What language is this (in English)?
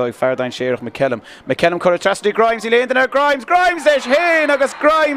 Irish